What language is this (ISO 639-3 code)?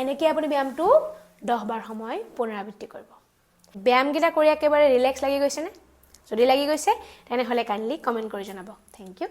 asm